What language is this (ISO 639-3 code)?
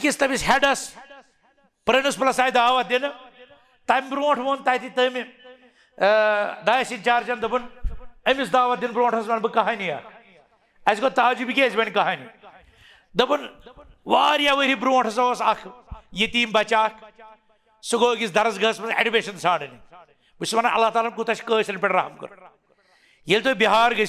kas